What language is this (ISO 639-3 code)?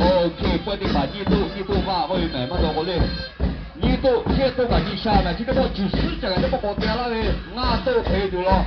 lhu